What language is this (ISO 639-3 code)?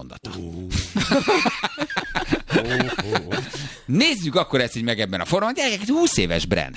hun